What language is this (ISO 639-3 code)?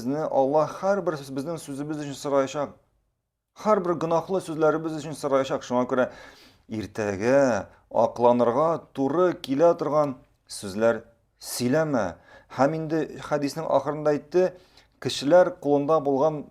tat